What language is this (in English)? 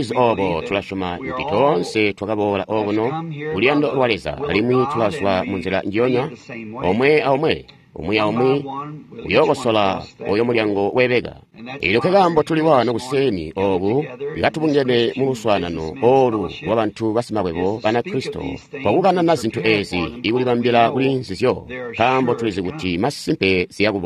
Tonga (Zambia)